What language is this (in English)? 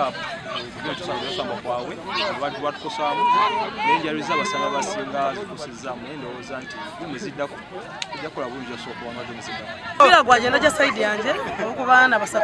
Nyankole